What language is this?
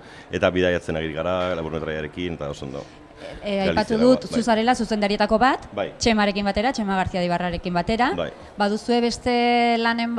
Basque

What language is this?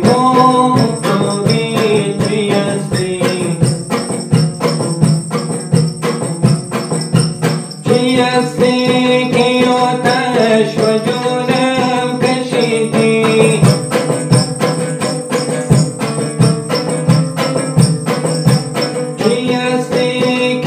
Persian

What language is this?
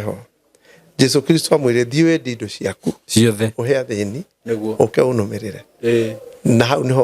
Kikuyu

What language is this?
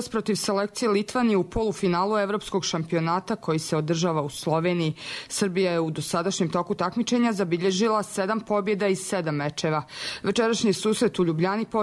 Serbian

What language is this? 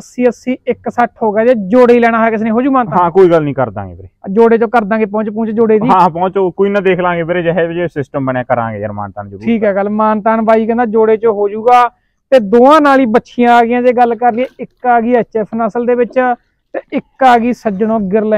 Punjabi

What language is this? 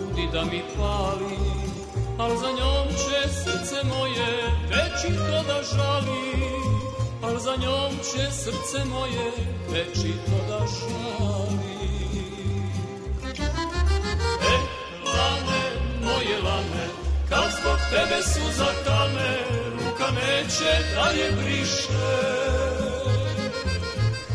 Serbian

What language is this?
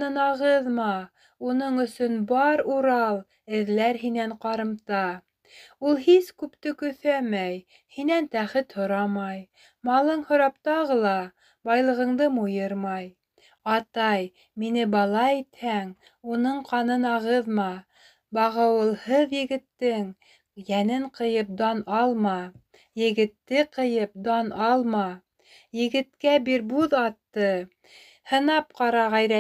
Bashkir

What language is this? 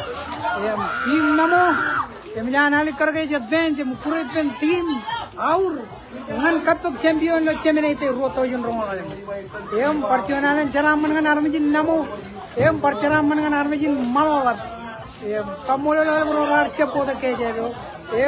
Marshallese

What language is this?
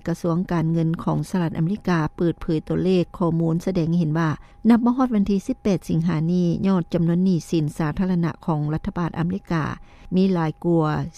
Lao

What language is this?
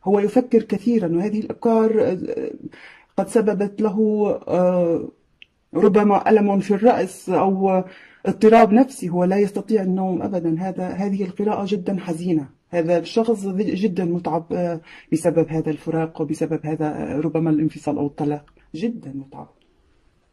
Arabic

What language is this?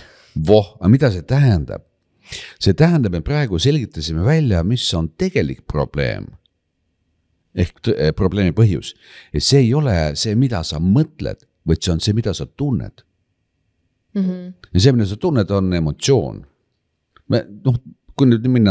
Estonian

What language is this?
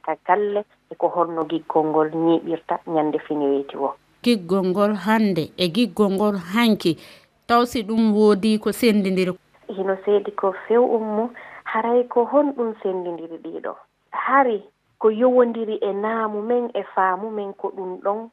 Fula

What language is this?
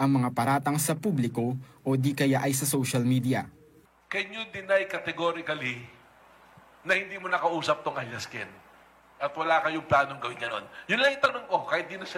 Filipino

